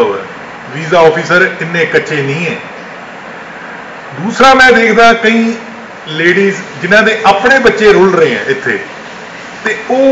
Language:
Punjabi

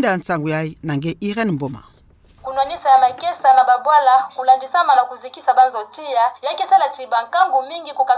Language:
Kituba (Democratic Republic of Congo)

